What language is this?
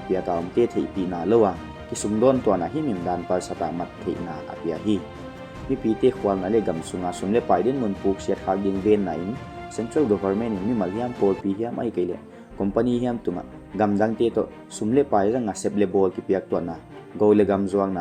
Paite Chin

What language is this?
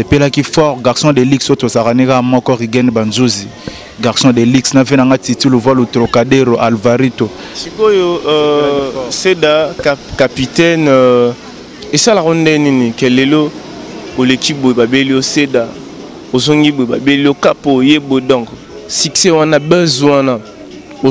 Lingala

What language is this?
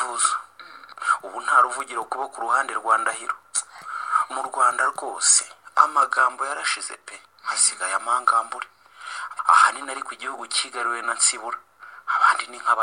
Kinyarwanda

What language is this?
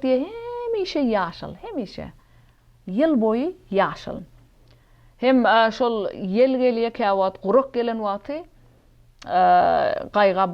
Turkmen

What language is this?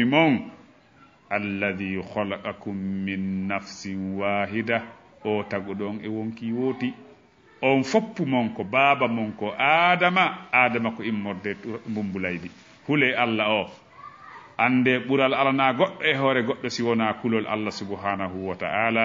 Fula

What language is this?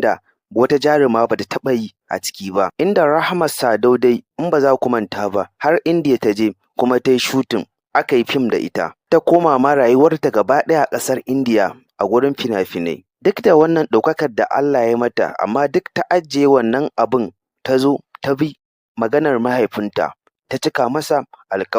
Hausa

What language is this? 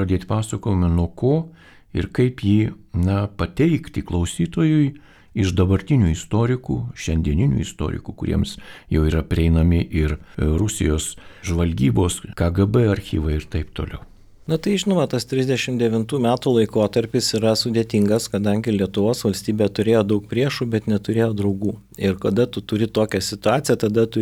Lithuanian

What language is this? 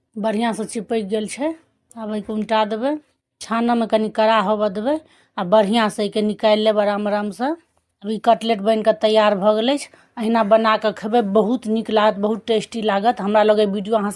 Maithili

